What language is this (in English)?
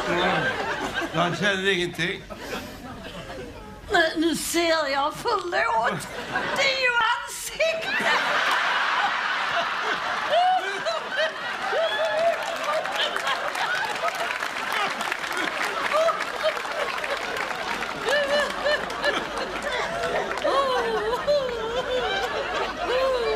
Swedish